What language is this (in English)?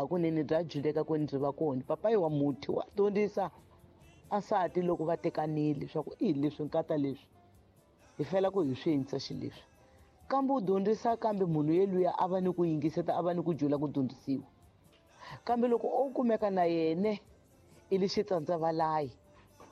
Tsonga